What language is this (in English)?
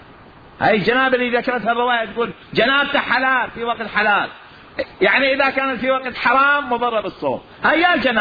Mesopotamian Arabic